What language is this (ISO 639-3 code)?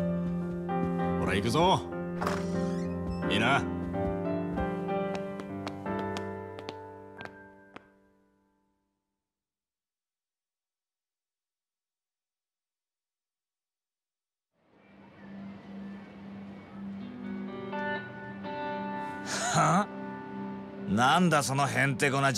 jpn